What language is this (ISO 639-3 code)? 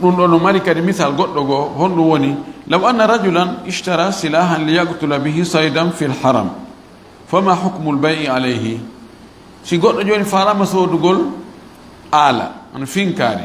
ful